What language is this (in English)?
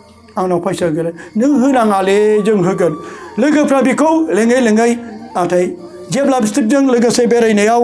Bodo